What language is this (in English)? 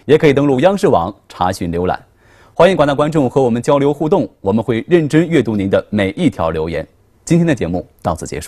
Chinese